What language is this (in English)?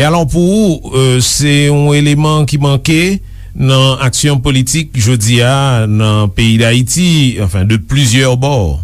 Haitian Creole